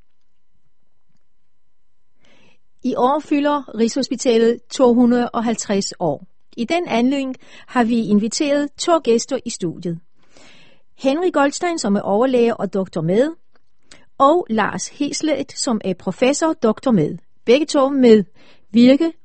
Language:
Danish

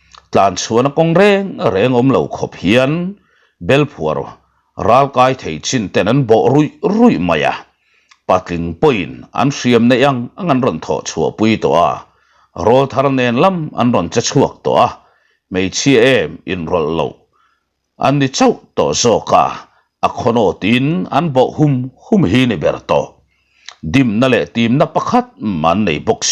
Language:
Mizo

